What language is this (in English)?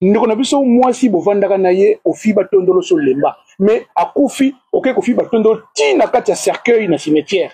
Lingala